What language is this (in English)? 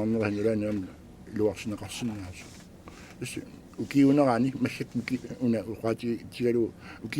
Kalaallisut